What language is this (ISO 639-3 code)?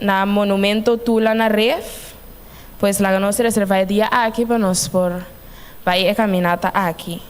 pap